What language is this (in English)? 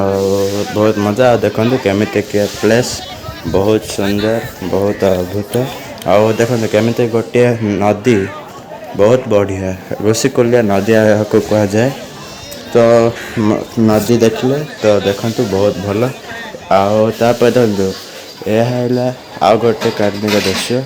Odia